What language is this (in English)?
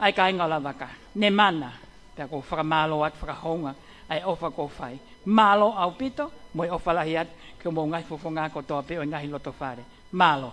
Tongan